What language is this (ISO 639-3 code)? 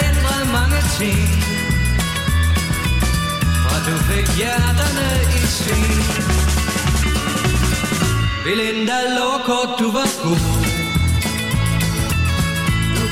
dan